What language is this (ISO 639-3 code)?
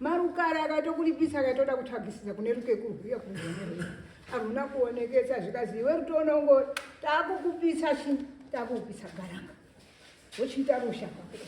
sna